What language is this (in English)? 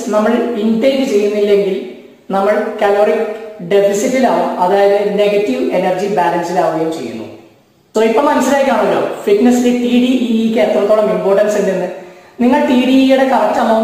Malayalam